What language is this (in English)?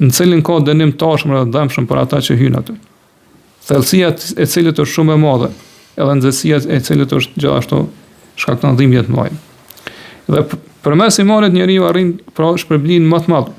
Albanian